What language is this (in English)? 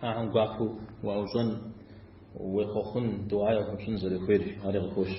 Kabardian